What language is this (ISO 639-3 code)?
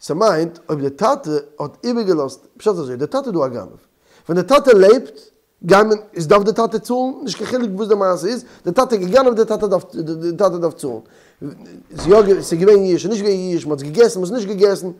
yid